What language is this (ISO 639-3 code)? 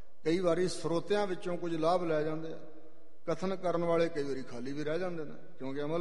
pan